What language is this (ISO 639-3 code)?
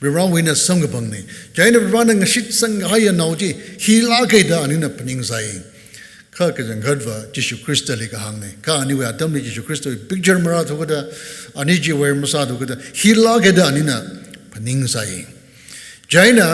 nmf